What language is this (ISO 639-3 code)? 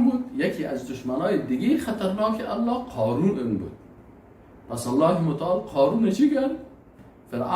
fas